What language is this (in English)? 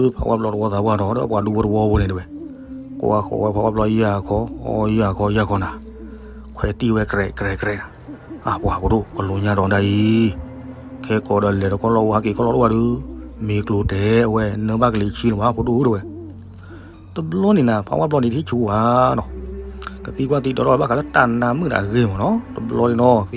S'gaw Karen